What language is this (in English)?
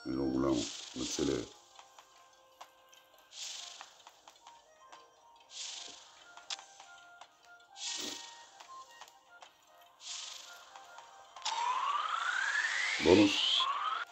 Bulgarian